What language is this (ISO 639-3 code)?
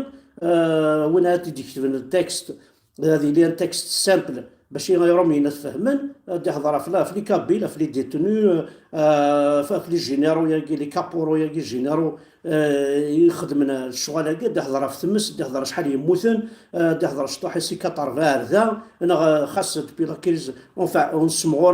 kab